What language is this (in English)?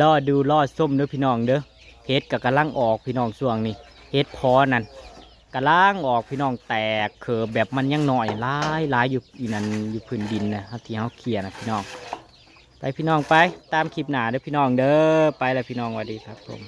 Northeastern Thai